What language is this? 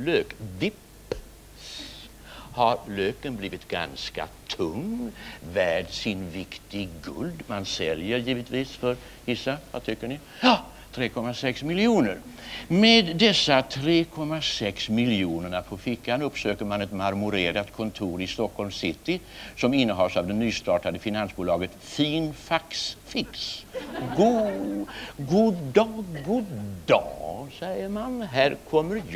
Swedish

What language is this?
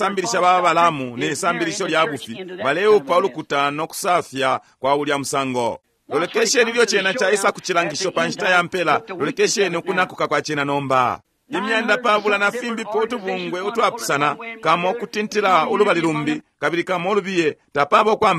Bemba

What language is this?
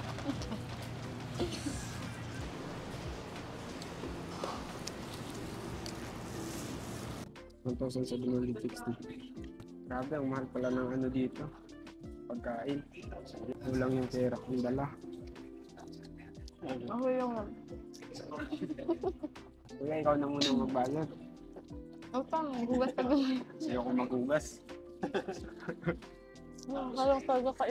Filipino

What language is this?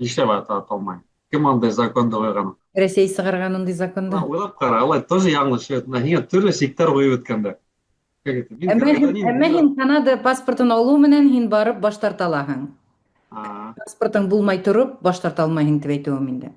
Bashkir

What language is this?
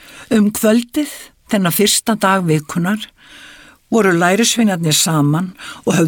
Icelandic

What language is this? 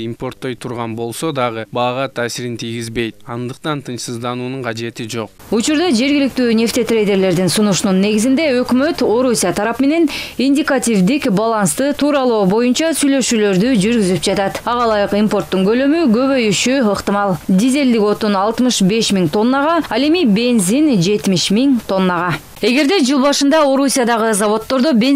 Kyrgyz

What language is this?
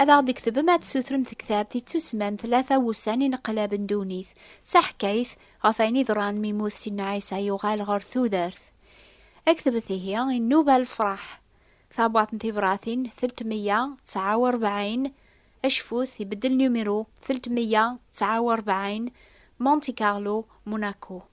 Kabyle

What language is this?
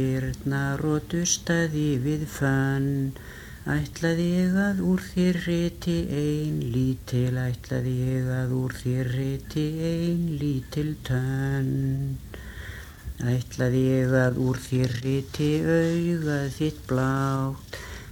Icelandic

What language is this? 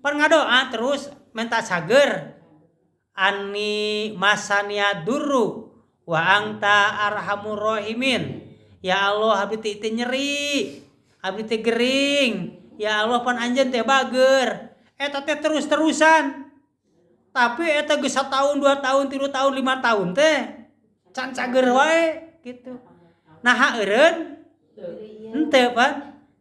Sundanese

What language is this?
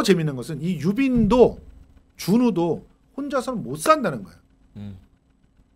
Korean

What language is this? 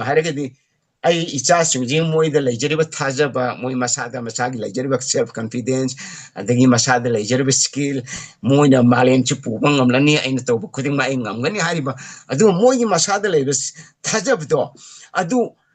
Manipuri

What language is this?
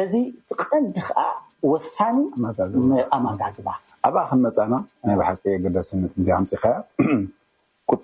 Tigrinya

